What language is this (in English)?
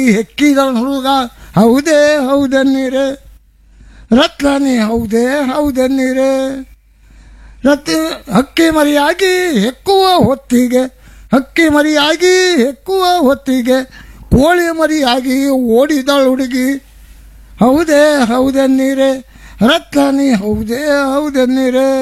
Kannada